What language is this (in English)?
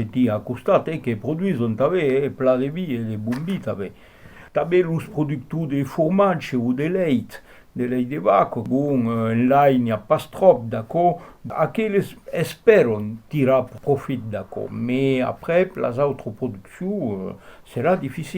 Occitan